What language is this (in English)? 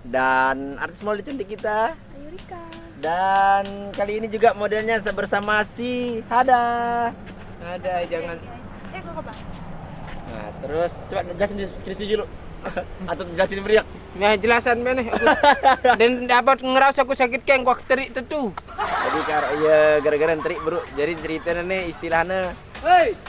Sasak